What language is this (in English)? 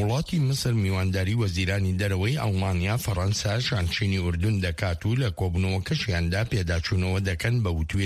Central Kurdish